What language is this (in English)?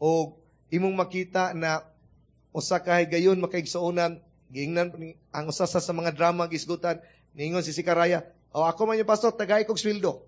Cebuano